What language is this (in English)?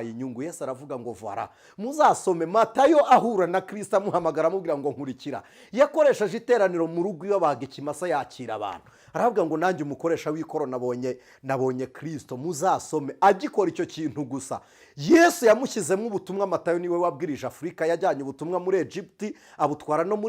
Kinyarwanda